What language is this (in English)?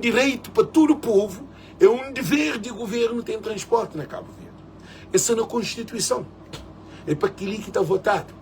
Kabuverdianu